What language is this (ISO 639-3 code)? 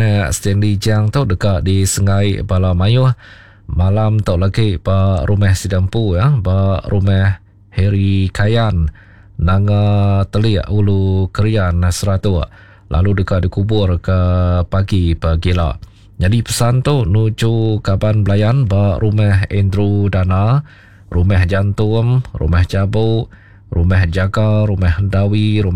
iba